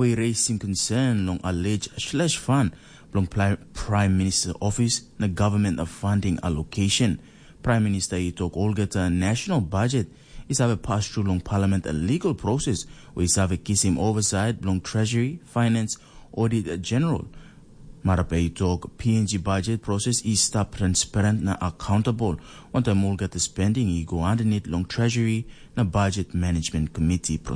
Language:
Tok Pisin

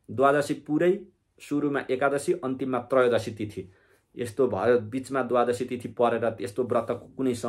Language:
Nepali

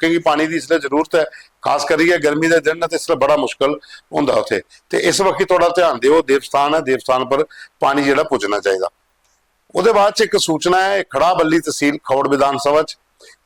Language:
Dogri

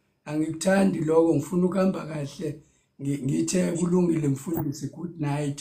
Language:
Zulu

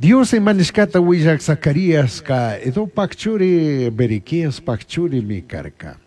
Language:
Chimborazo Highland Quichua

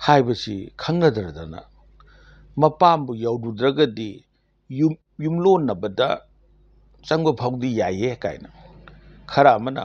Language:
Manipuri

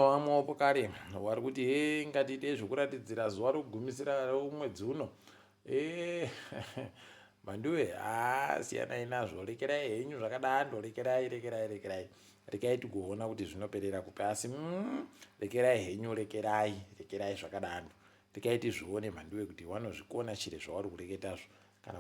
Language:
Ndau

